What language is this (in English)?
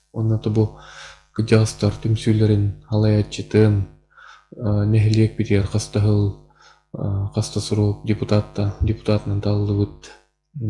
Yakut